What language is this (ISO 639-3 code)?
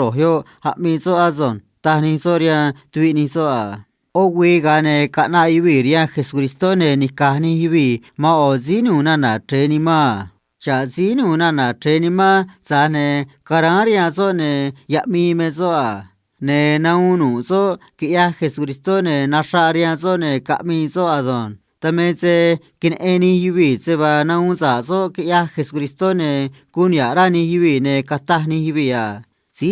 trc